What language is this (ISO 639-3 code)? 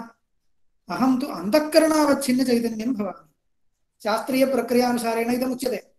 san